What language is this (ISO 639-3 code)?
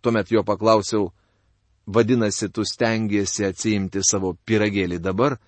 lit